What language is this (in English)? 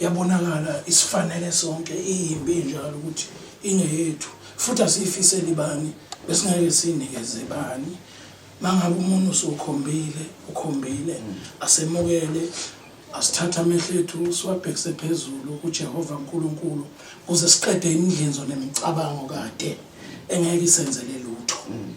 Zulu